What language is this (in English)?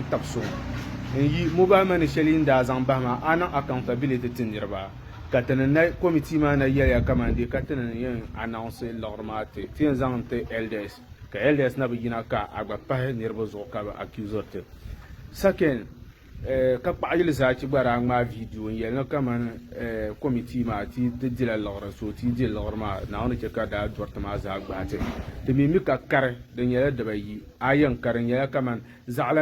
Dagbani